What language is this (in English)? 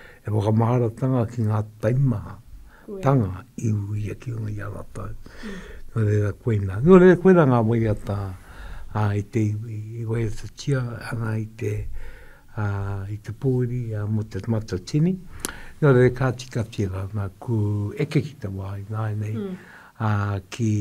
Māori